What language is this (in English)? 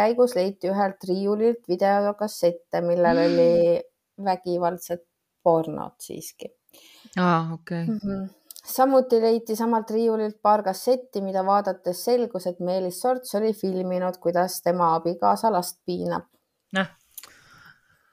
Estonian